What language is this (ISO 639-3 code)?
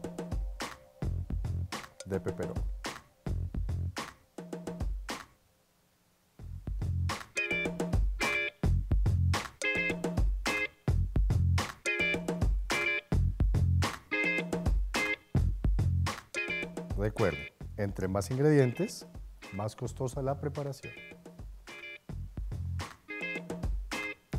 spa